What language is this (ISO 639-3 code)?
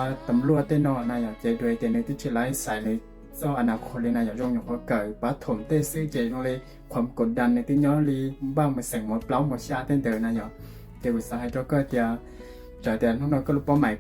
hmn